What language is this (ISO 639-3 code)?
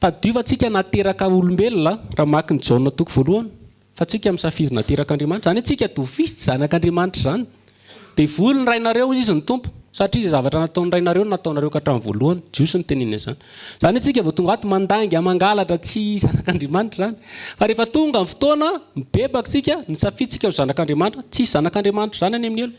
mlg